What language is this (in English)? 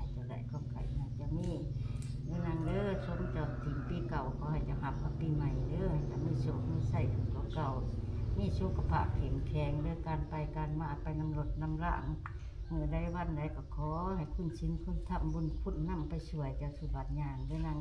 Northeastern Thai